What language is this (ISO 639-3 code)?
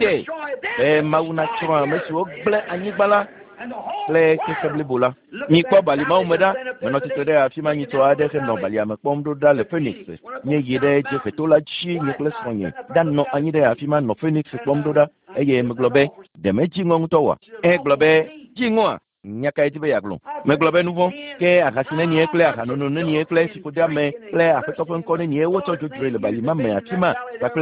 ewe